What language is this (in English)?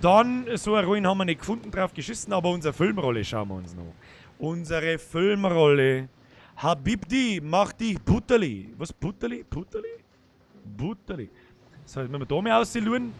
Bavarian